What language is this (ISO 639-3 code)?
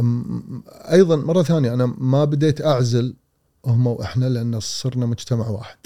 afb